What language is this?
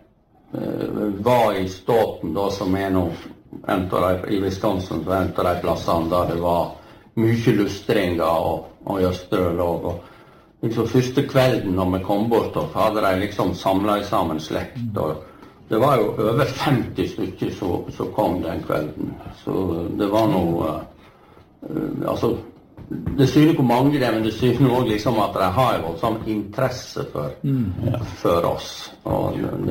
Norwegian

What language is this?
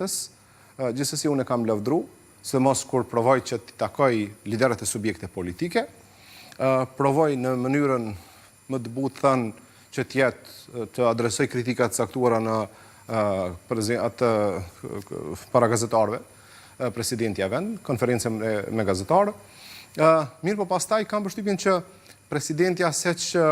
Albanian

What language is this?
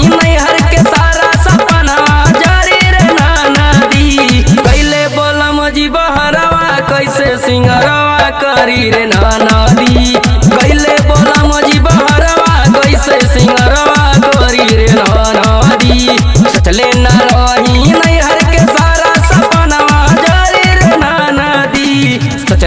Bhojpuri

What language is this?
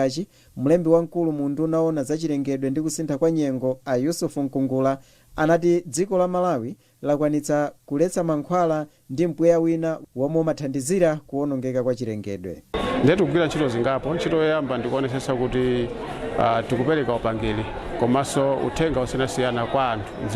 Nyanja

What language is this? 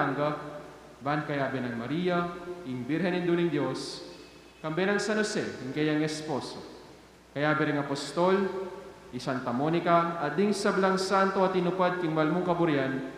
Pampanga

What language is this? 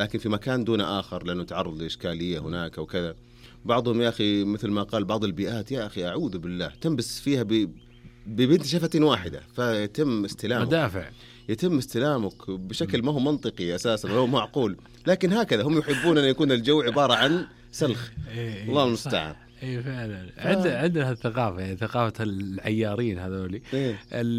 Najdi Arabic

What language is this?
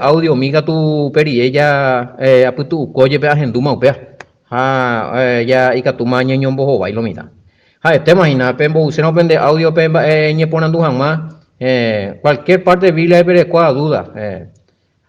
Guarani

